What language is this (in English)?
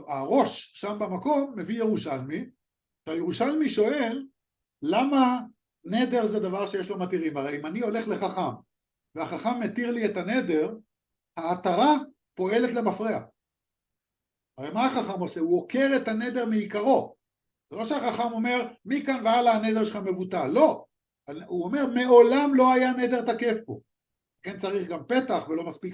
Hebrew